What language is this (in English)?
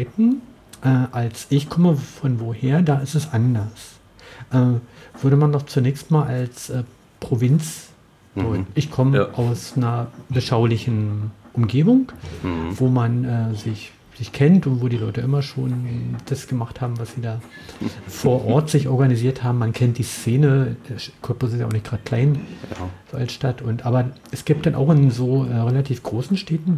German